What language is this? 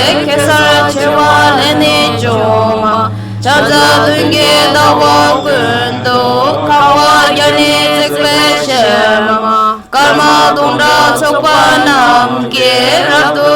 Tibetan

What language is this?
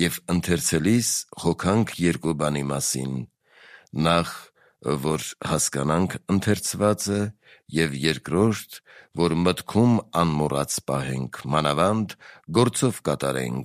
Armenian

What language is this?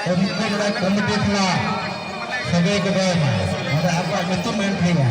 Santali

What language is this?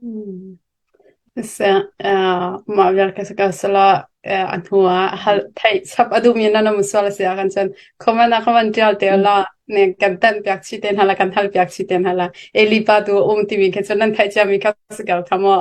Hakha Chin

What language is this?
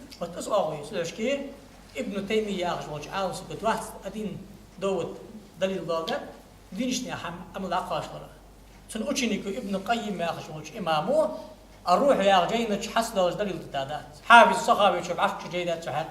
Ingush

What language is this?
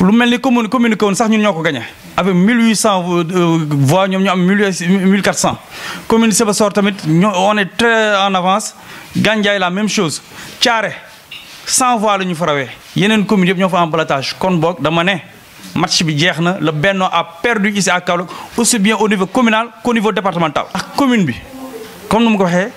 Wolof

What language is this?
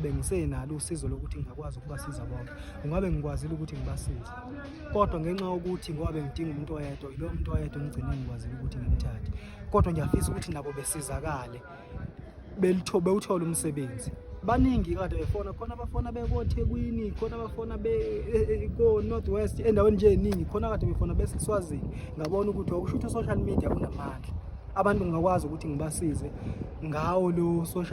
Zulu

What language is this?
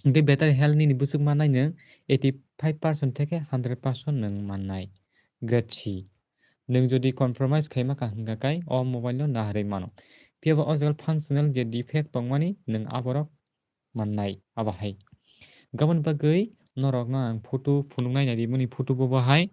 Kok Borok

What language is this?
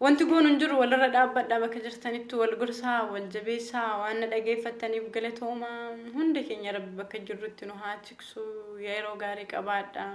Oromo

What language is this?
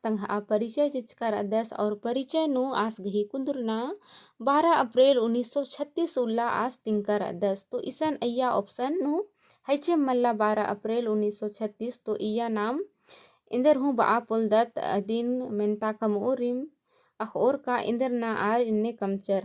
Kurukh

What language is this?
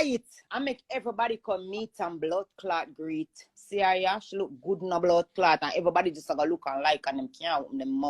Jamaican Creole English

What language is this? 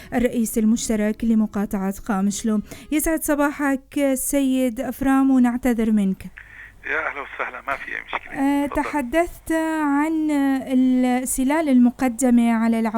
North Levantine Arabic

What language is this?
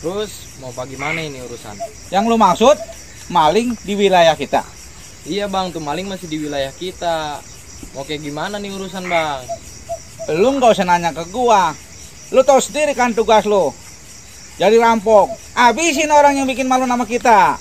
Betawi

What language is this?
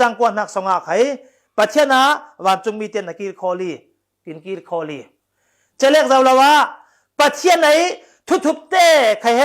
Falam Chin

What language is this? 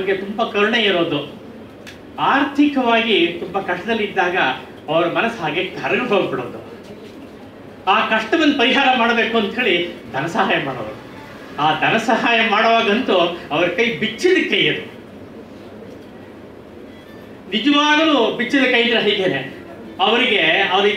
Kannada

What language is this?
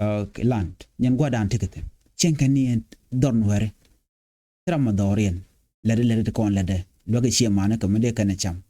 Nuer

